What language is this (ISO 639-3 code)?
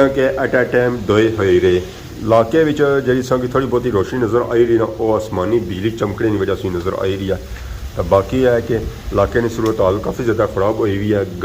phr